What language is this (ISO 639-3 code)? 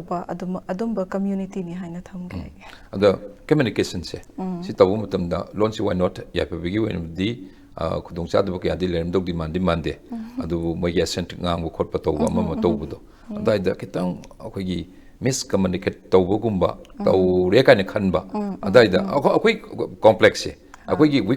mni